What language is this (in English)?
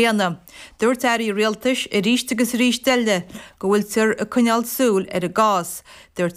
Irish